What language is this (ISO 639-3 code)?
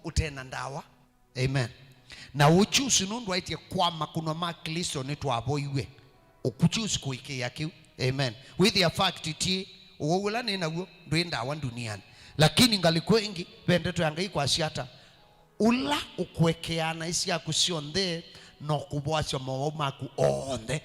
kam